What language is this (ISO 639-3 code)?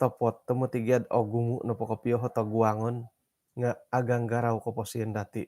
dtp